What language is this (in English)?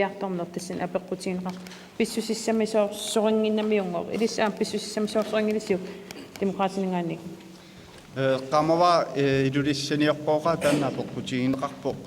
Kalaallisut